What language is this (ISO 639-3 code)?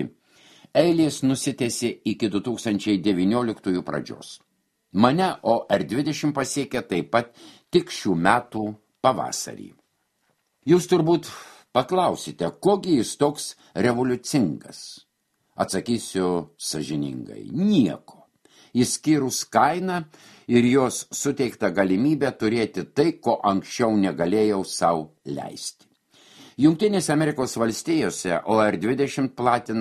lit